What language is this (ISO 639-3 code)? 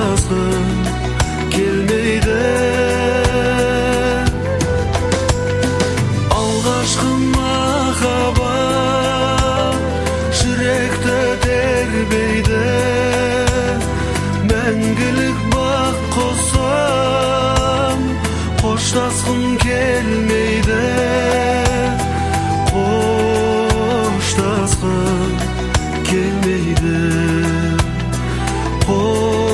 kaz